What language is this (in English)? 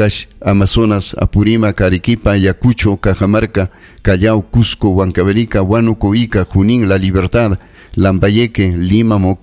Ayacucho Quechua